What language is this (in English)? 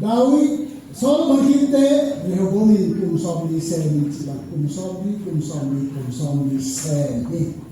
Tedim Chin